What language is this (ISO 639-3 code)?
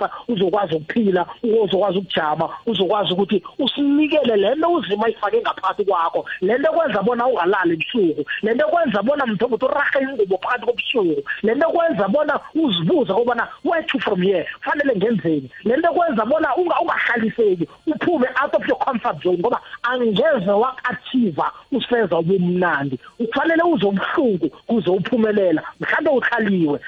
nbl